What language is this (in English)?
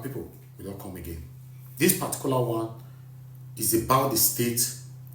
Nigerian Pidgin